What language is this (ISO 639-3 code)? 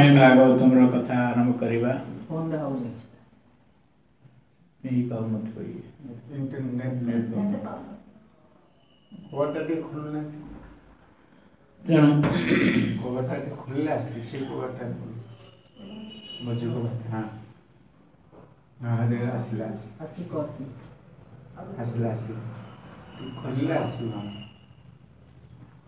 ori